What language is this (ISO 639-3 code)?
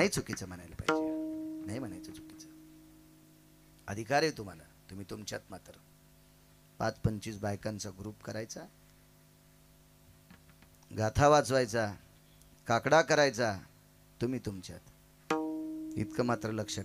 mar